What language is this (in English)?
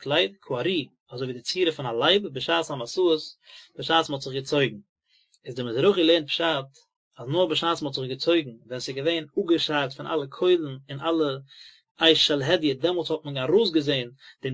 Yiddish